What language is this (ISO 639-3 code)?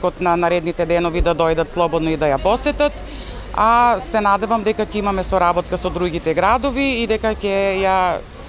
mkd